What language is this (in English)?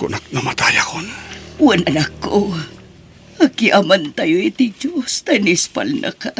Iloko